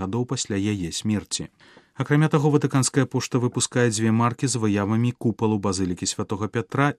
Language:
Belarusian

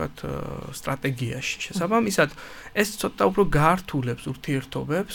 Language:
Georgian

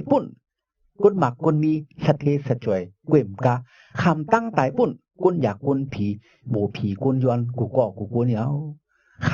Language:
Shan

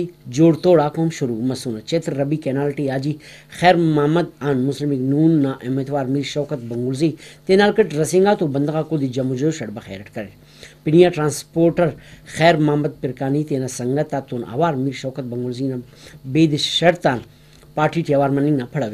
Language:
Brahui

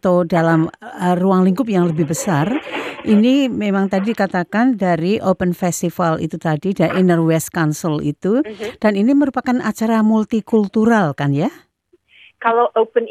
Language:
Indonesian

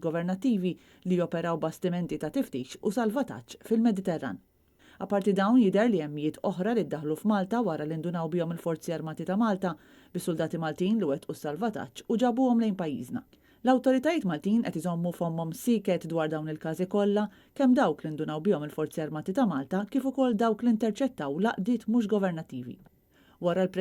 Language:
Maltese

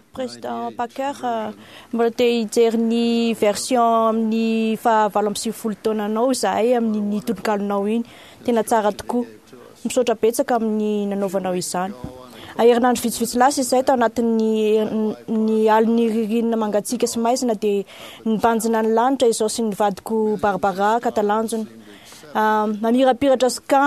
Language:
Malagasy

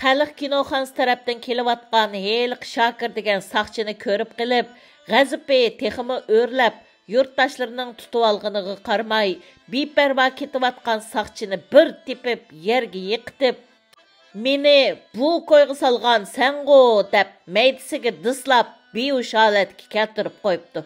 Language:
Uyghur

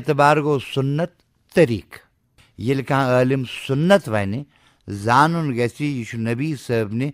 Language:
Kashmiri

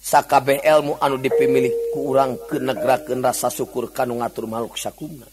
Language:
Sundanese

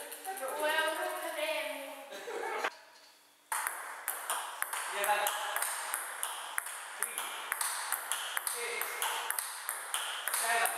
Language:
Croatian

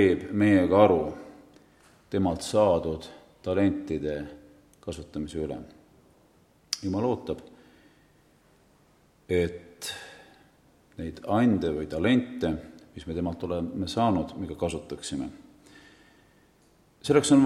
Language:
Estonian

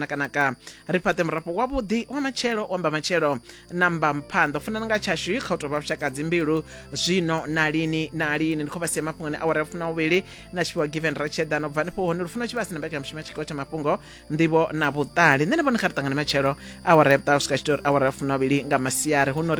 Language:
Venda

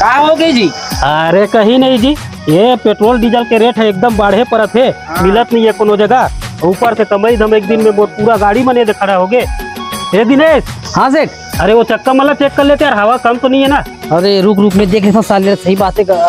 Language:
Chhattisgarhi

